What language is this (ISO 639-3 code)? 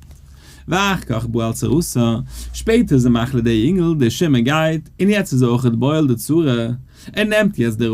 yid